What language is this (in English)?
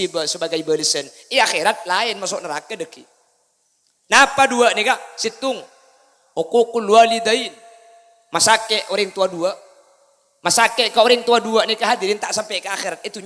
Madurese